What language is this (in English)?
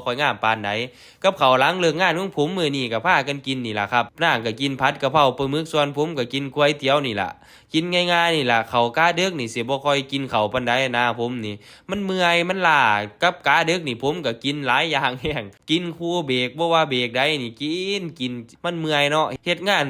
Northeastern Thai